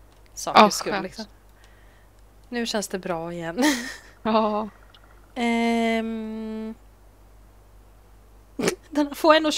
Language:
Swedish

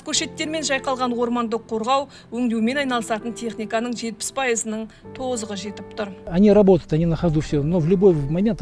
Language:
Kazakh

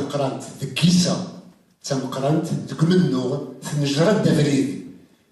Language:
Kabyle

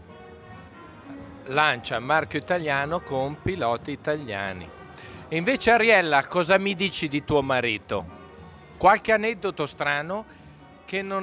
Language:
Italian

